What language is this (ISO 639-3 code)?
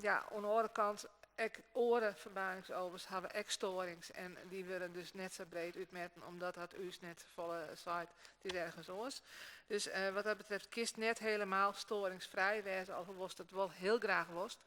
fry